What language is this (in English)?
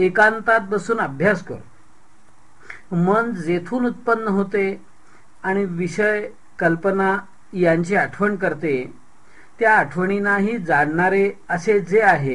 Marathi